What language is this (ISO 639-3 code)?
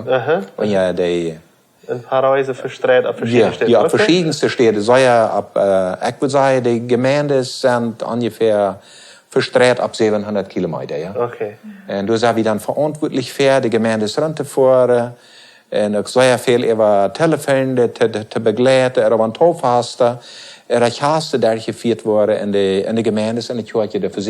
pdt